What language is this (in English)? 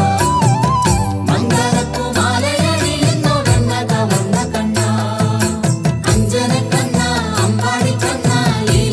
Malayalam